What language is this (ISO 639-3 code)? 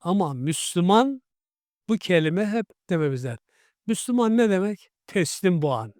krc